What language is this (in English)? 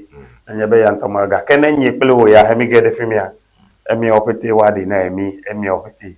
Ewe